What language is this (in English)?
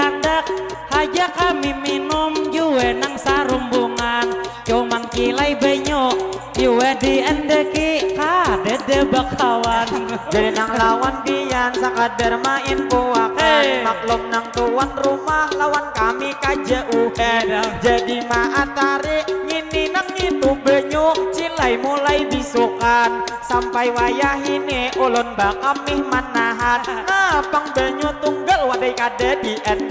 Banjar